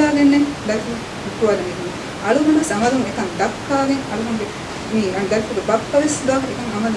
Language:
Divehi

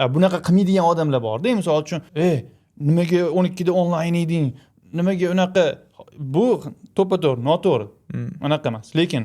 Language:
Uzbek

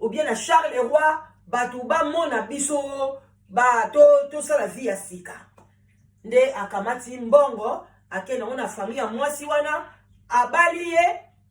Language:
Lingala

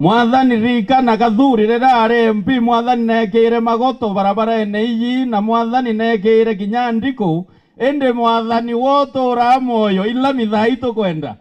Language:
Meru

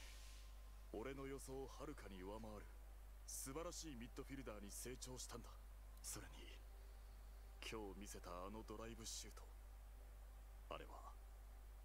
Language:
Japanese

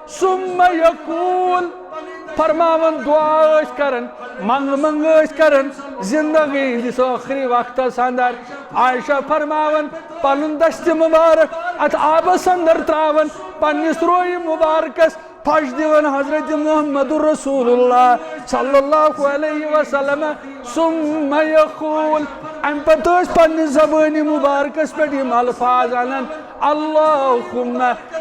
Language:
Kashmiri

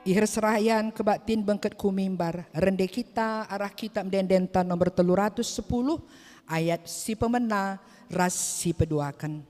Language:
Batak Karo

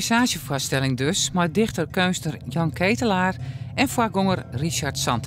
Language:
Western Frisian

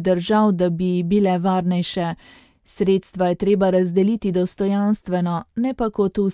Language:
Slovenian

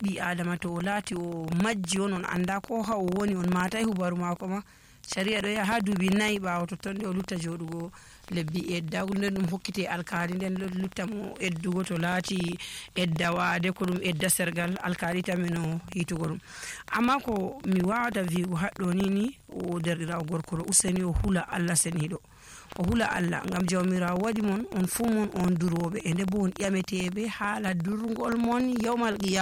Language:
Nigerian Fulfulde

